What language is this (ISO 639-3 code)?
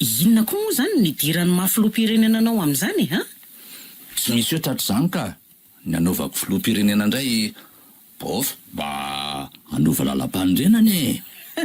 mlg